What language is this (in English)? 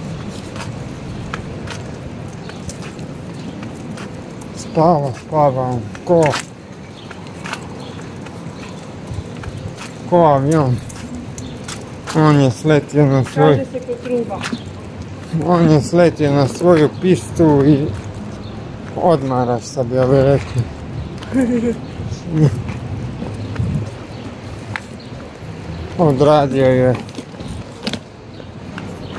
Croatian